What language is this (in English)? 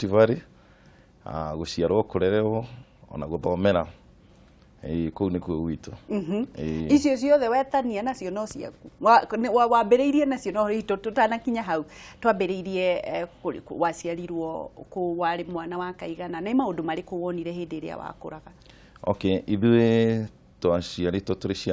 Kikuyu